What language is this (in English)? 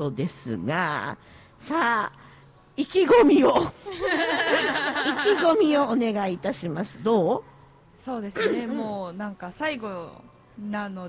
Japanese